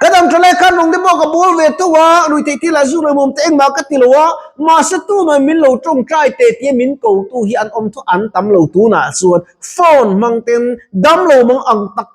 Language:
Mizo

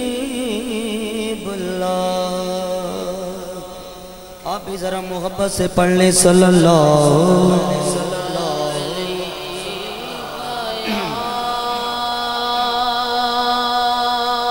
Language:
Urdu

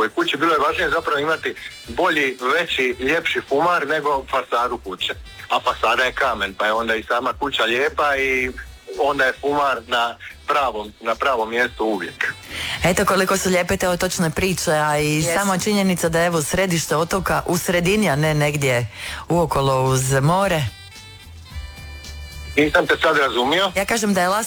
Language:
Croatian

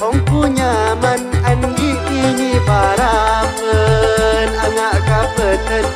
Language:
Madurese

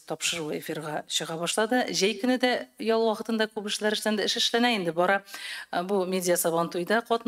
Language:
Tatar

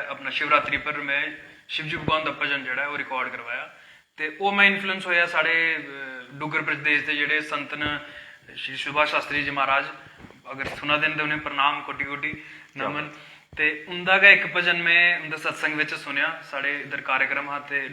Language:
Dogri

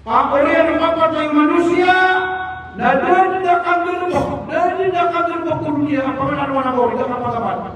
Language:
Maranao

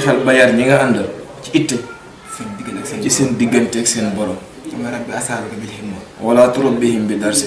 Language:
Wolof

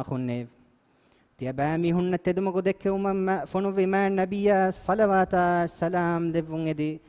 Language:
Divehi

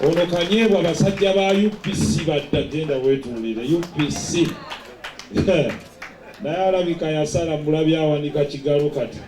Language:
Ganda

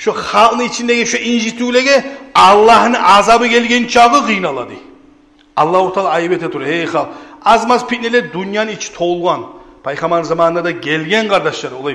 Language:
Kumyk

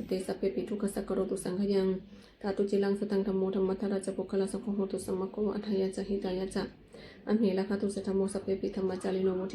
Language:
Pali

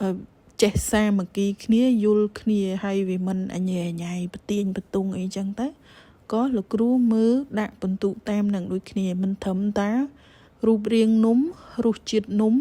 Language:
Khmer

